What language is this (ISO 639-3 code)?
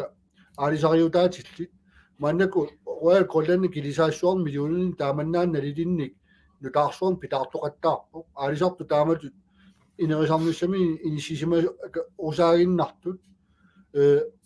kal